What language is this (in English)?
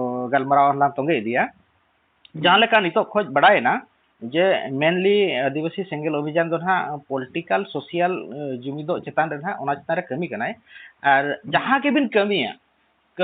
Santali